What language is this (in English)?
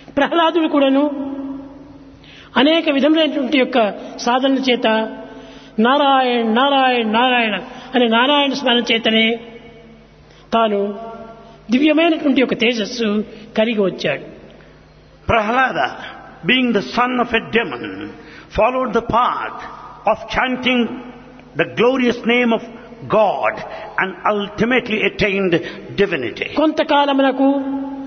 Telugu